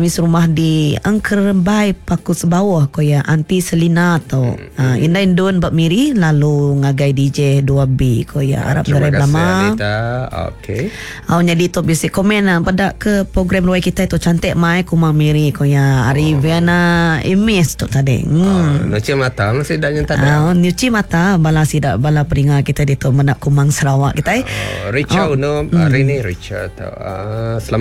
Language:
Iban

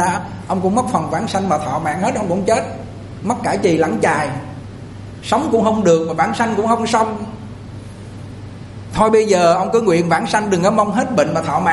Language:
Vietnamese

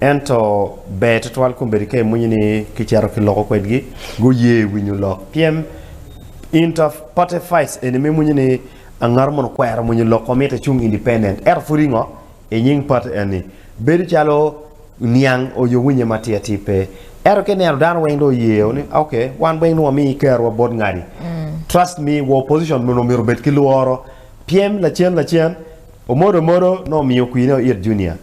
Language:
Acoli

